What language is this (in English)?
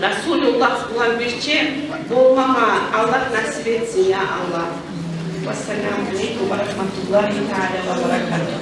Kumyk